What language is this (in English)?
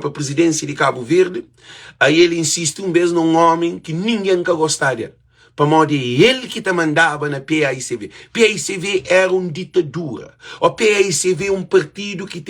Kabuverdianu